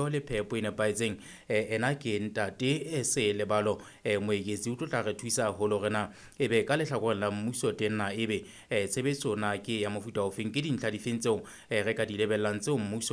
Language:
Southern Sotho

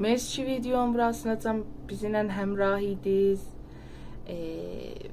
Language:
South Azerbaijani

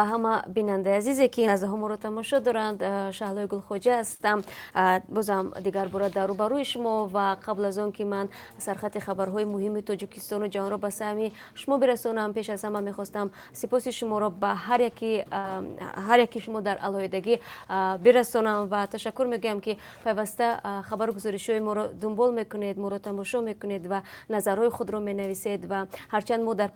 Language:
Tajik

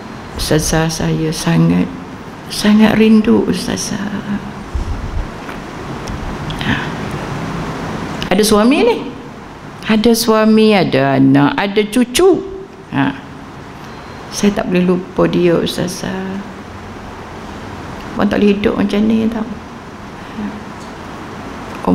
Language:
Malay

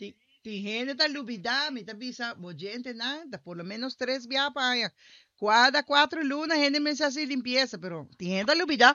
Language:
Papiamento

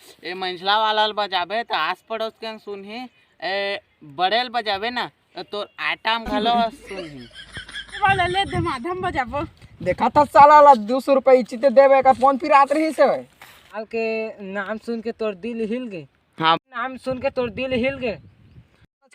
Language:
Chhattisgarhi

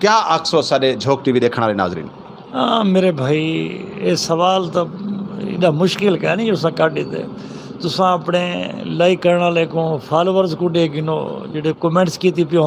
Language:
Saraiki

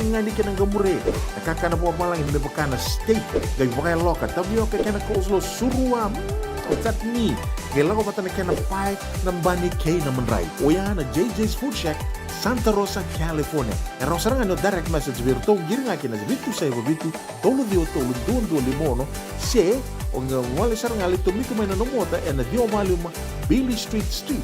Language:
Fijian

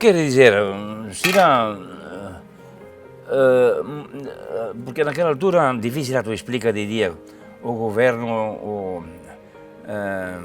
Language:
Tetum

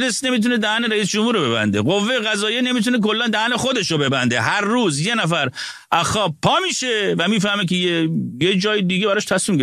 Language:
Persian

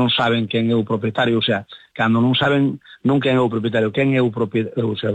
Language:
Galician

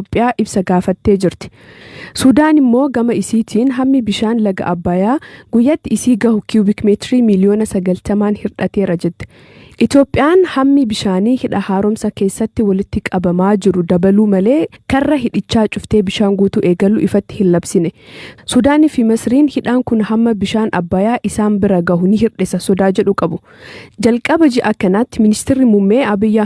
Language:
Oromo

